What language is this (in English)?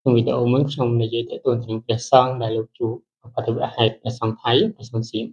Khmer